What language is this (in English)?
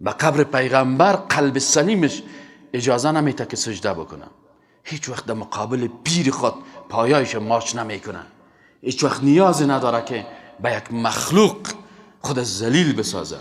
Persian